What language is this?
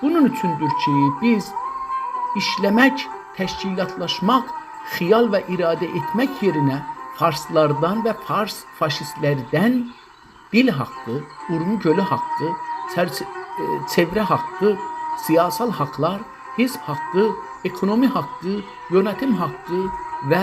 South Azerbaijani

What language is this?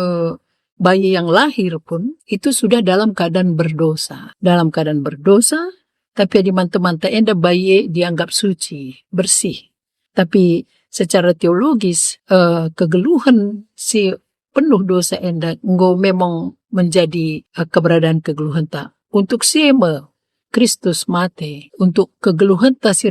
Batak Karo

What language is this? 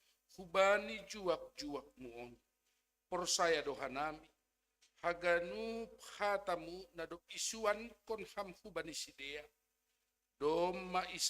Batak Simalungun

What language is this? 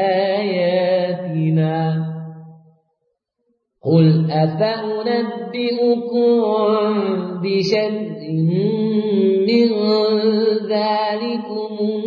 Arabic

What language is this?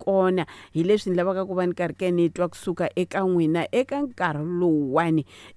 Tsonga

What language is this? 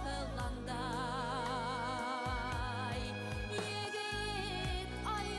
Bashkir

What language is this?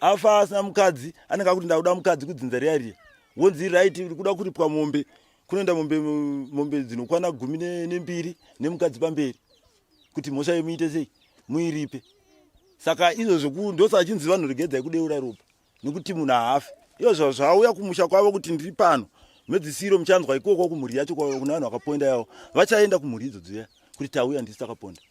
Shona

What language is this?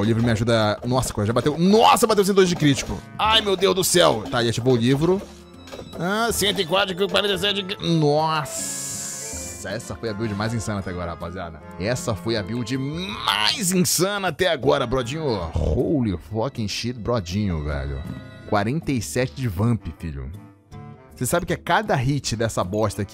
Portuguese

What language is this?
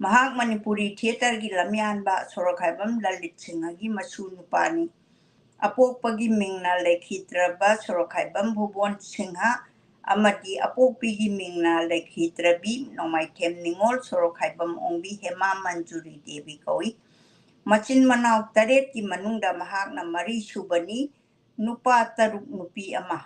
Manipuri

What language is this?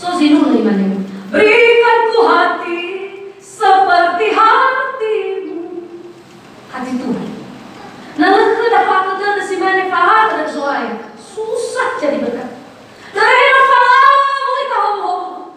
Nias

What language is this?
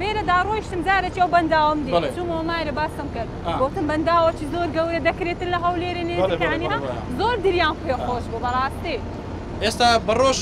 Central Kurdish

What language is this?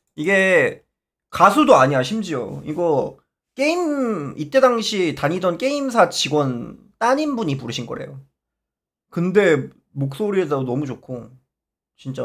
Korean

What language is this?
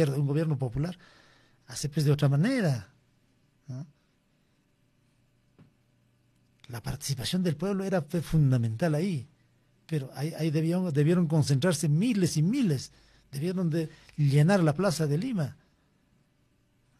Spanish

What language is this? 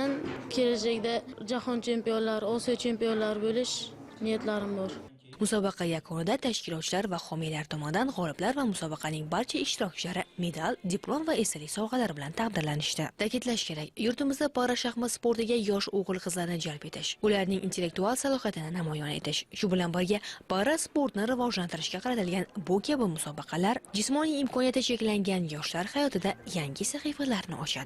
Uzbek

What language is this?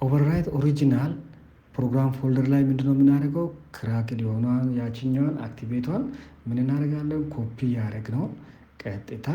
Amharic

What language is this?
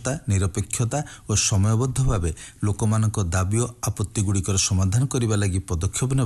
Odia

